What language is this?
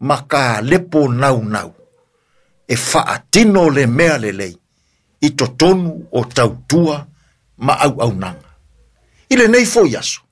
Samoan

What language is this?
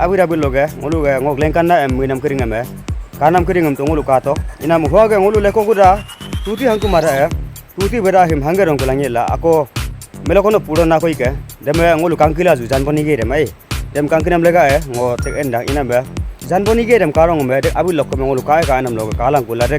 Adi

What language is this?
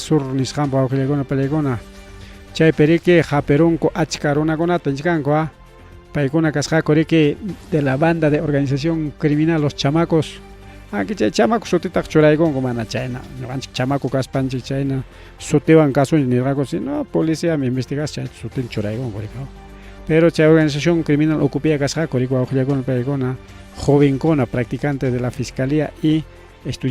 Ayacucho Quechua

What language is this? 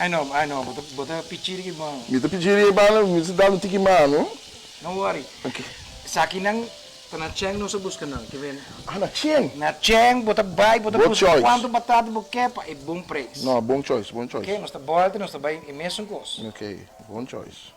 Papiamento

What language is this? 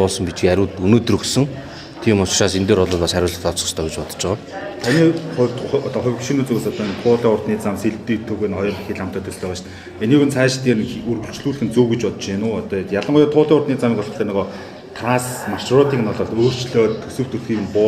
Mongolian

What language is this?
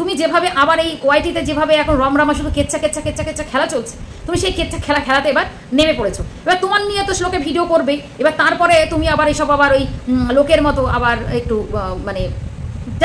Bangla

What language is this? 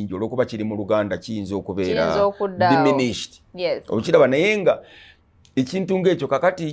Ganda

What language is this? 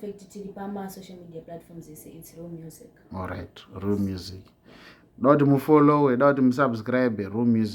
Shona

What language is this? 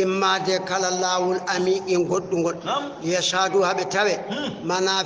Fula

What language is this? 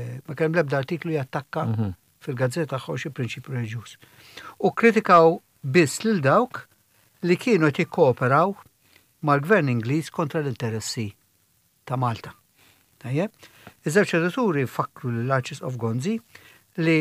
Maltese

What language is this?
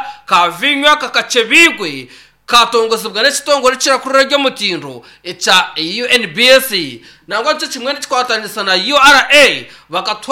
Nyankole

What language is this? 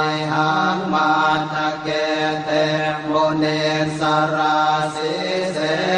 Pali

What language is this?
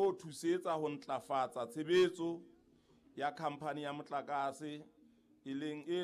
Southern Sotho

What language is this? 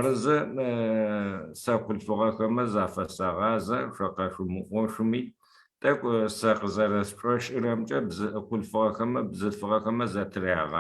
Adyghe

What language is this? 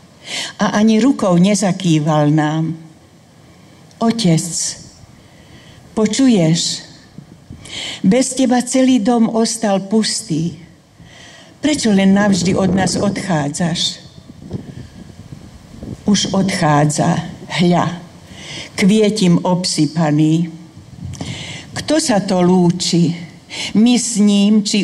Slovak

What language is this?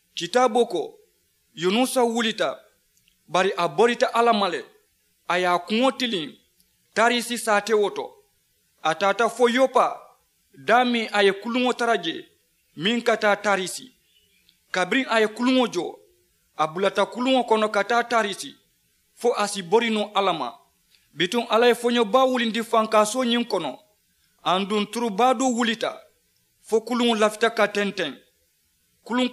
Mandingo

